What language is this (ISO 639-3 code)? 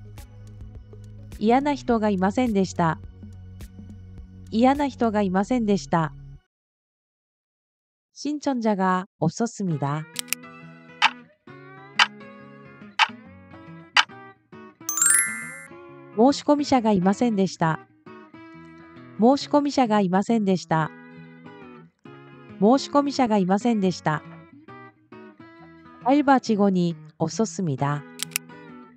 jpn